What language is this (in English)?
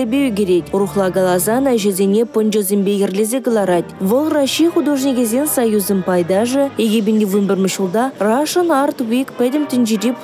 Chuvash